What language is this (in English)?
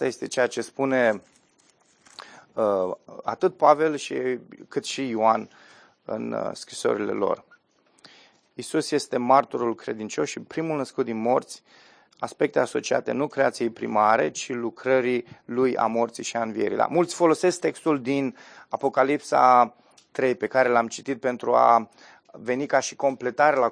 Romanian